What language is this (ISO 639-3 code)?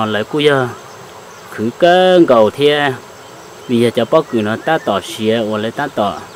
hmn